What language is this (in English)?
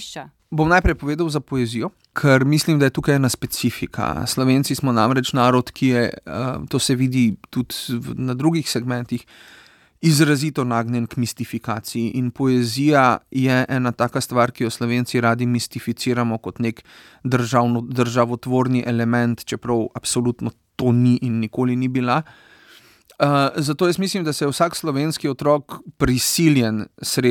Slovenian